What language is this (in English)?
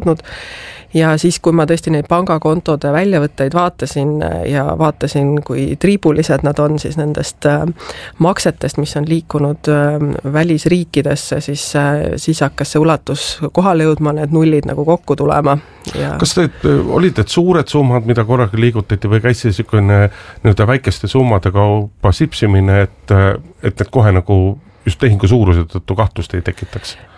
Estonian